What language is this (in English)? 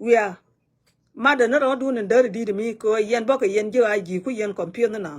Nuer